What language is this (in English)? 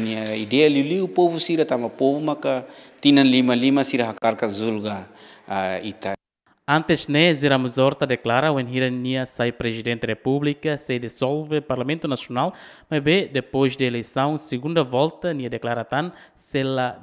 Tetum